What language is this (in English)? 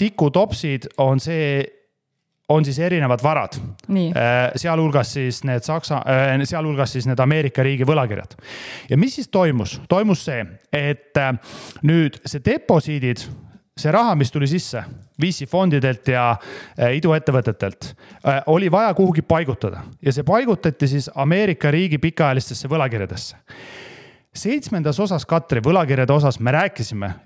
Estonian